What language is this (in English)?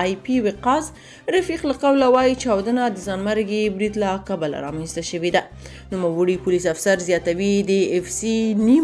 Pashto